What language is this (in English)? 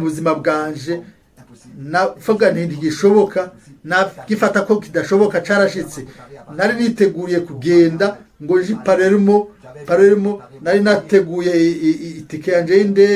Rundi